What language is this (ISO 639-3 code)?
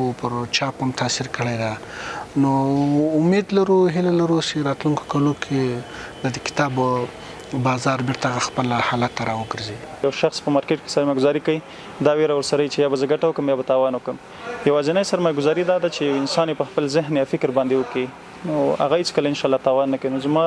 pus